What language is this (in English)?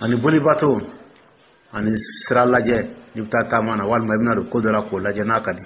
Dyula